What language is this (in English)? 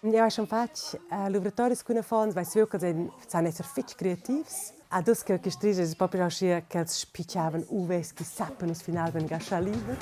Romansh